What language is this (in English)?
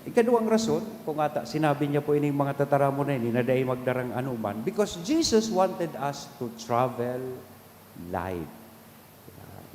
Bikol